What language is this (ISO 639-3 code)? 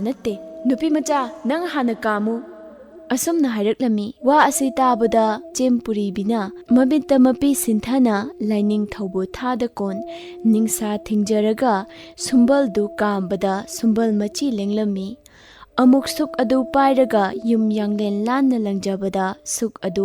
mni